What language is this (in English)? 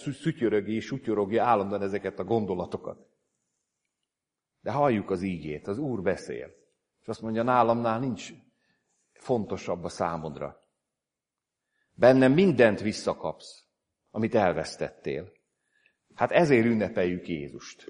Hungarian